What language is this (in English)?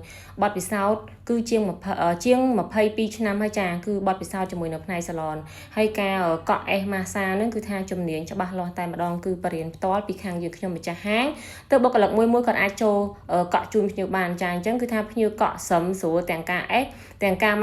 Khmer